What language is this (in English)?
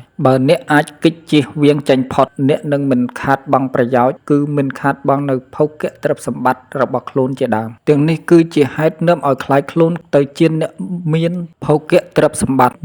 Khmer